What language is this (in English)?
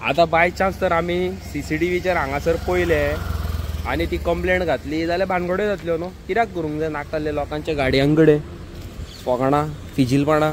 Konkani